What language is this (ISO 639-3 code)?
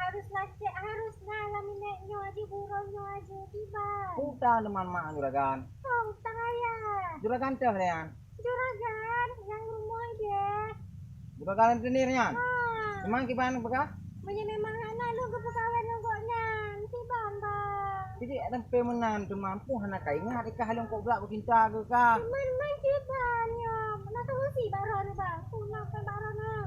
ace